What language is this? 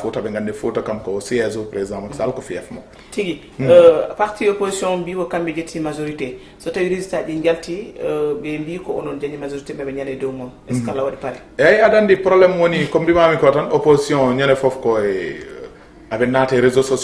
Fula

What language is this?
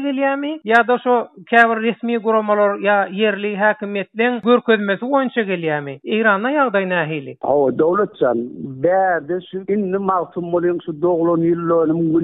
Turkmen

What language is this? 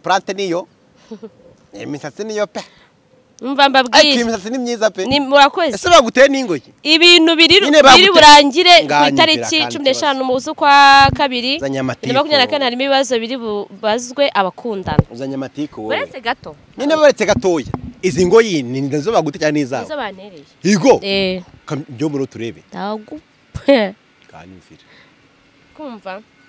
Kinyarwanda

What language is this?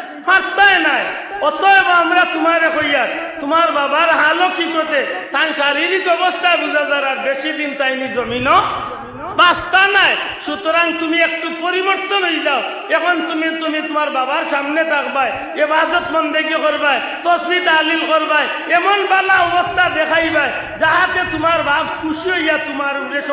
Sylheti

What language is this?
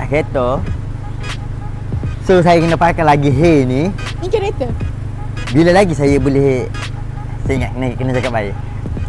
Malay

